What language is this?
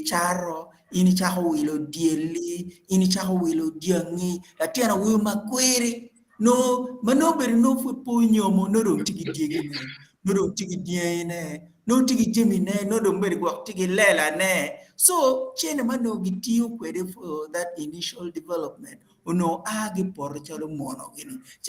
Acoli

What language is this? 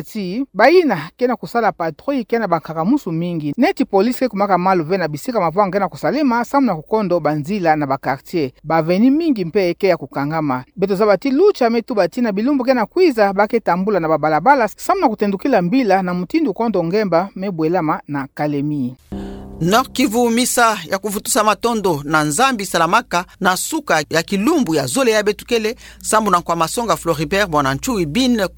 Kituba (Democratic Republic of Congo)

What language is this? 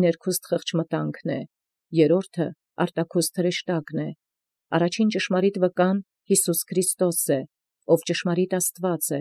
Armenian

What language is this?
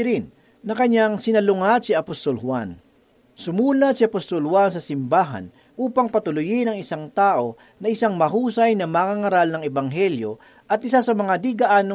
Filipino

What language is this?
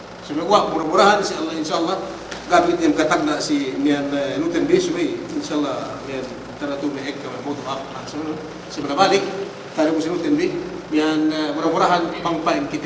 Yakan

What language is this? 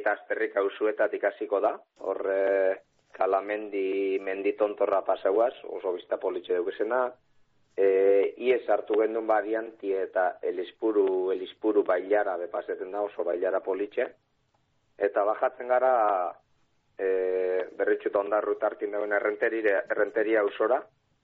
Basque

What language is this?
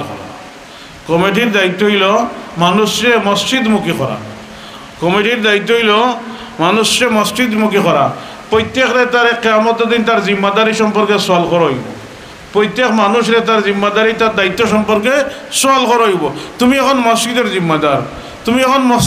Sylheti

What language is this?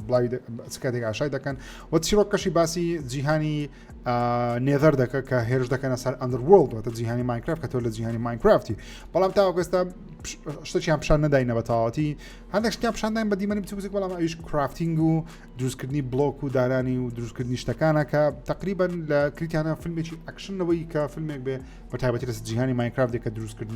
Central Kurdish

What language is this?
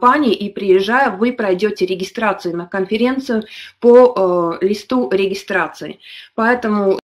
Russian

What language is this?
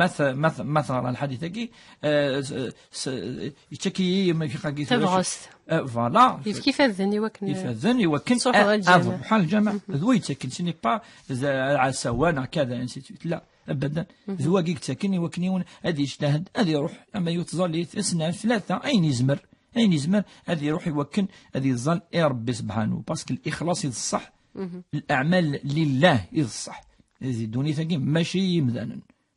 Kabyle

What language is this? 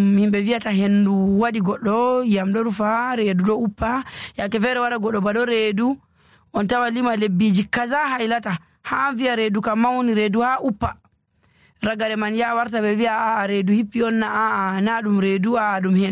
Nigerian Fulfulde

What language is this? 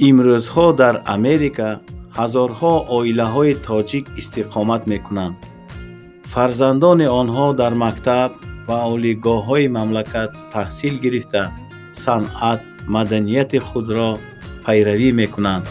Tajik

